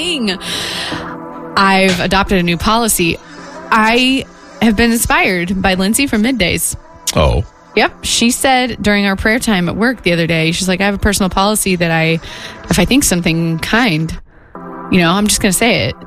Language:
English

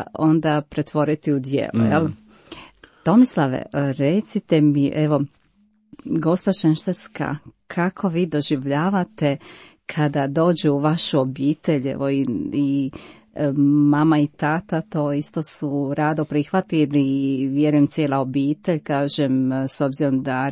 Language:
Croatian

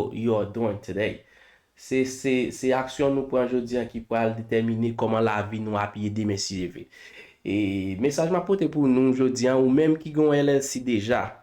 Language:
Haitian Creole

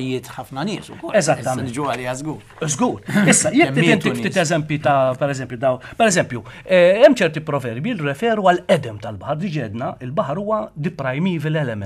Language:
Maltese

